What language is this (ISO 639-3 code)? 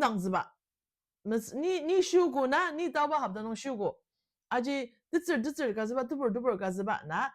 njo